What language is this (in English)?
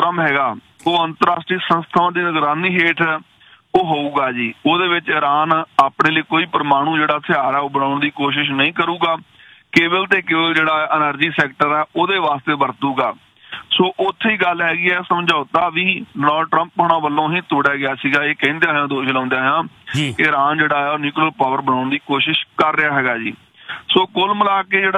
Punjabi